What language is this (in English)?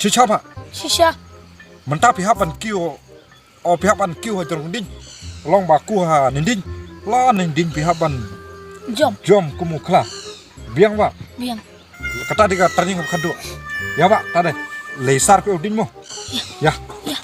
Khasi